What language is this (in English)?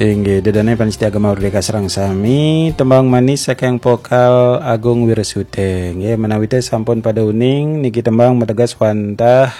Balinese